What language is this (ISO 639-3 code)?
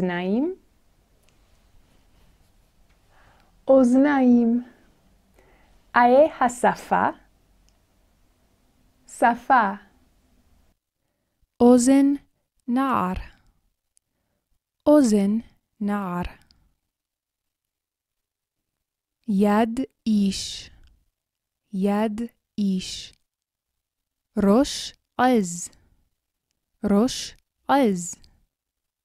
heb